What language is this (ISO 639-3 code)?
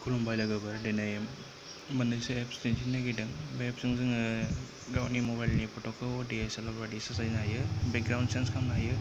brx